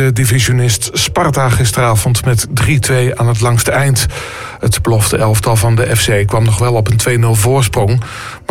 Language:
Dutch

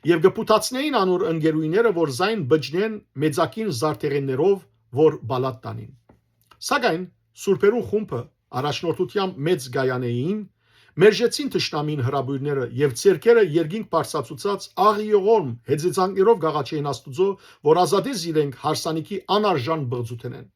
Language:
Western Armenian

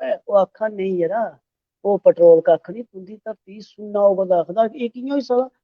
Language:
Dogri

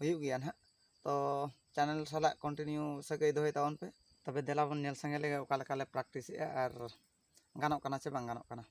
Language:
Santali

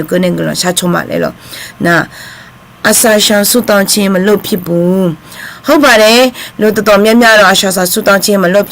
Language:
Akha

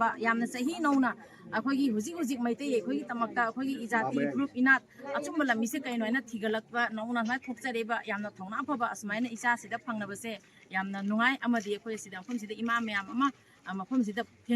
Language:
Manipuri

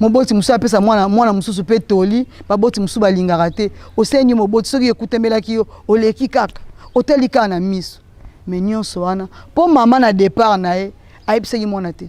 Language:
Lingala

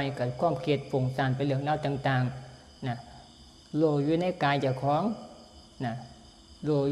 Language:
Northeastern Thai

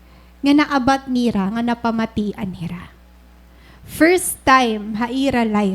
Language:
Waray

